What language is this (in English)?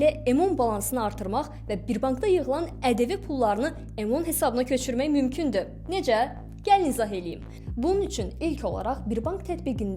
Azerbaijani